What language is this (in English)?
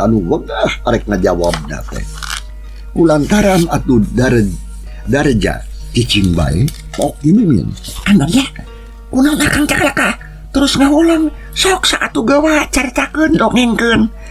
Sundanese